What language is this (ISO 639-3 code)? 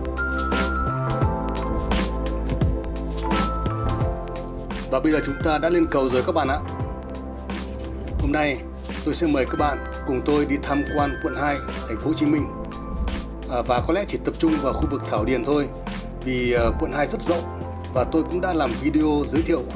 vie